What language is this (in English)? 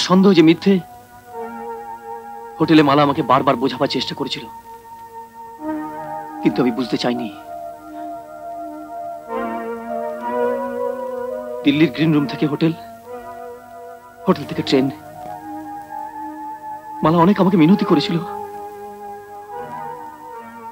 Bangla